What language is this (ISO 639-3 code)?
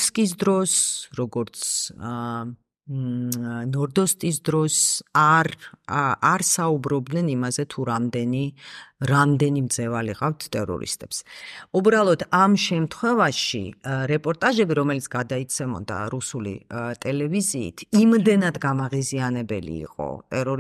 kat